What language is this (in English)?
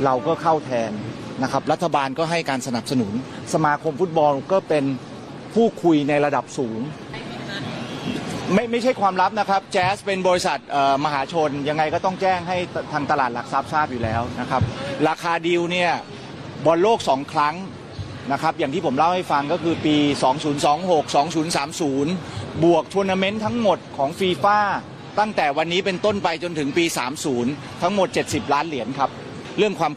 Thai